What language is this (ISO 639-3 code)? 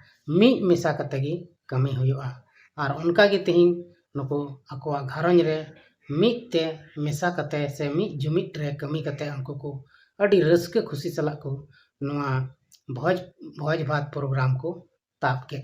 sat